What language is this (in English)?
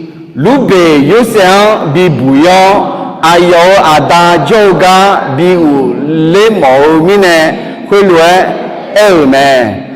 Akha